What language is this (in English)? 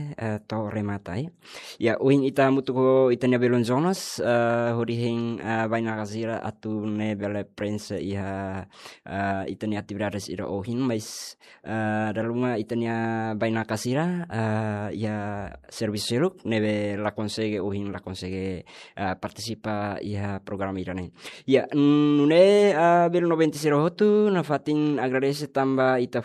Tetum